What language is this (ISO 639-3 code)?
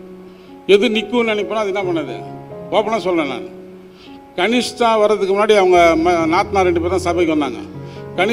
tam